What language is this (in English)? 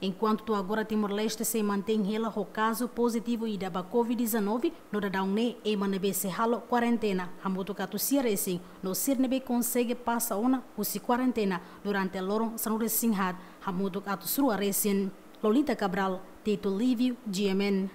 Tetum